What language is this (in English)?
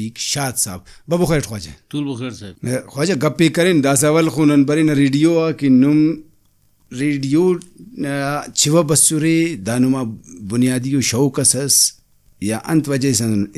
Brahui